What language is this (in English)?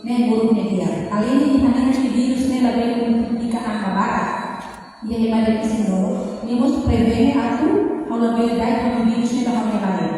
Tetum